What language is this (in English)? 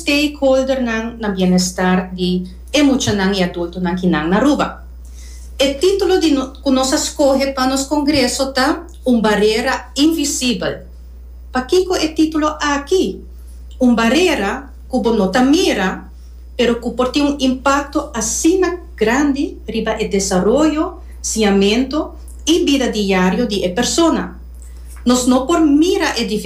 Papiamento